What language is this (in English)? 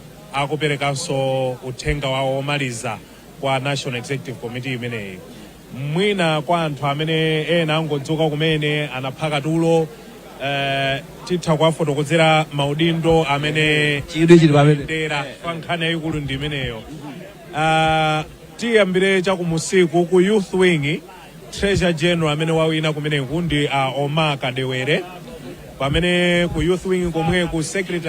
Nyanja